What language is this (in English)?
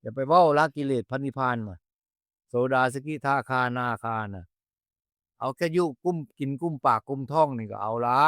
Northeastern Thai